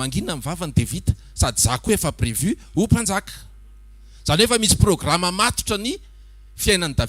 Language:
Malagasy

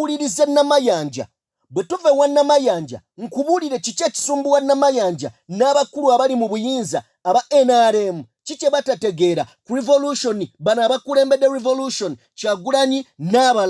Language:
Ganda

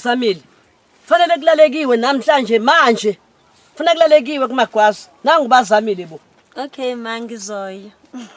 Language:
Zulu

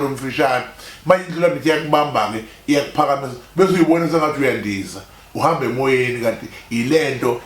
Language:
Zulu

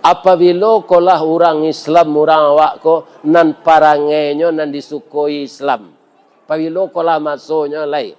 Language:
Minangkabau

